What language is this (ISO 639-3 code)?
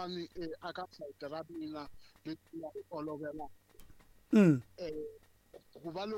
tso